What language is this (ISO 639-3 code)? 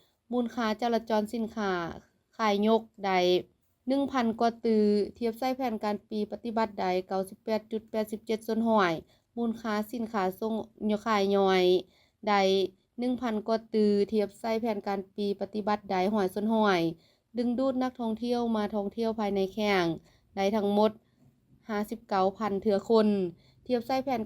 lao